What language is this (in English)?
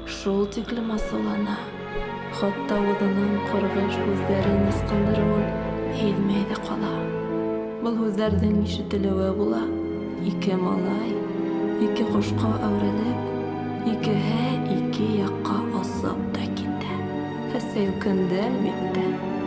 Bashkir